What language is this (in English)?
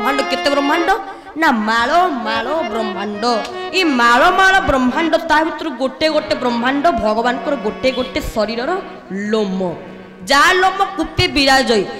Odia